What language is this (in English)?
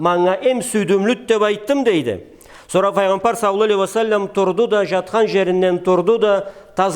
Karachay-Balkar